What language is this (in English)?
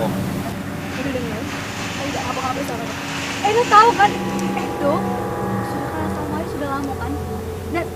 Musi